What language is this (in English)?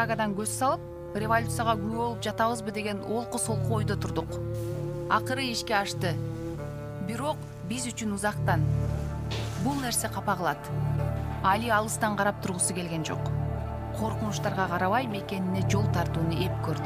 Kyrgyz